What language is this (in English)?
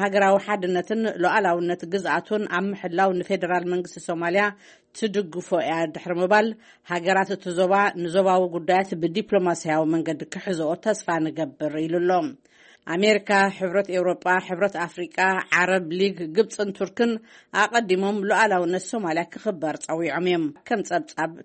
Tigrinya